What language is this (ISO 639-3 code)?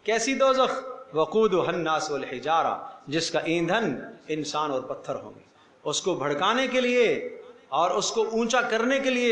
urd